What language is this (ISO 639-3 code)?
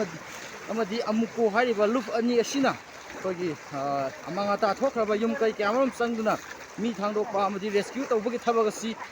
mni